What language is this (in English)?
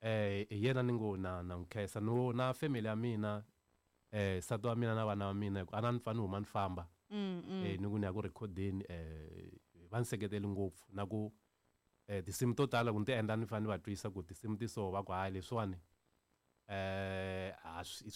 Tsonga